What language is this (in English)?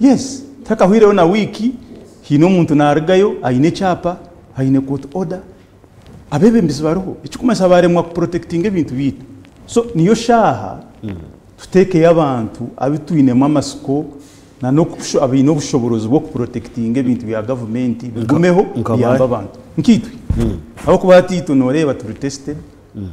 Nyankole